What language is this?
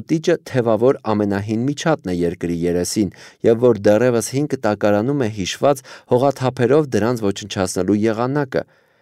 Armenian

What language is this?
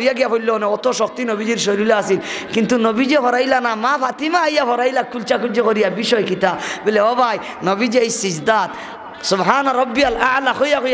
Sylheti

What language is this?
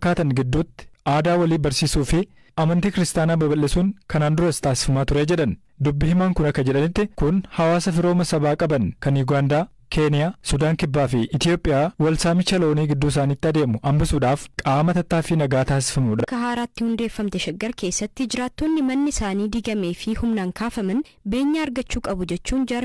Oromo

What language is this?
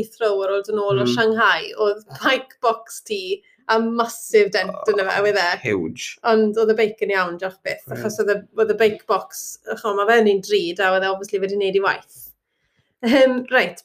Welsh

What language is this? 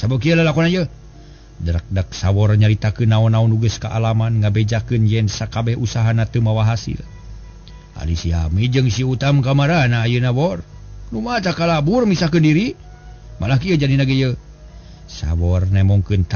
Sundanese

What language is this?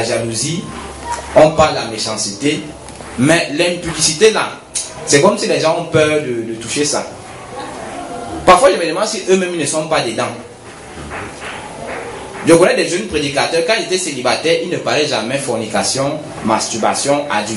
French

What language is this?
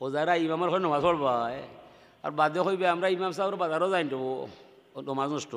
Sylheti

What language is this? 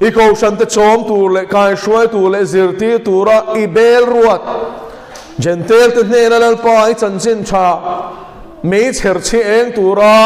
Mizo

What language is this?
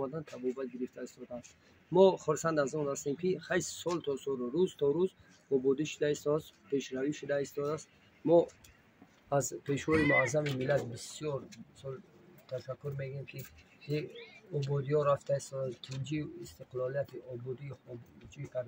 Tajik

